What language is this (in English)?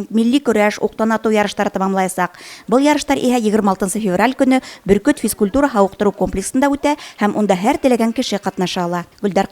Bashkir